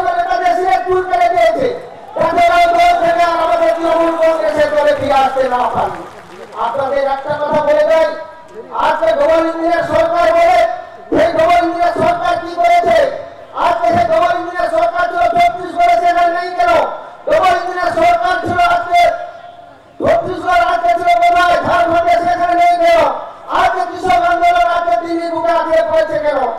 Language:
Bangla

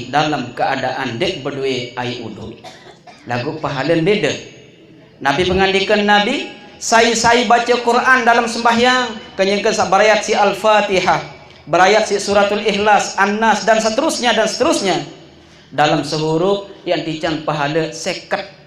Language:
Sasak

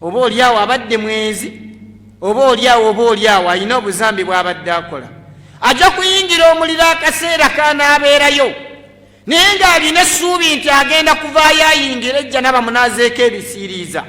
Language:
Ganda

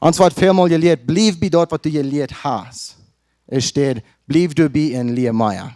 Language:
Plautdietsch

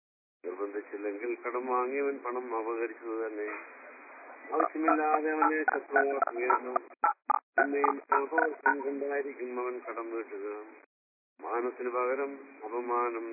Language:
Malayalam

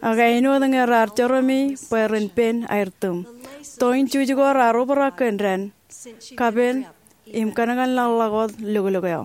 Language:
Marshallese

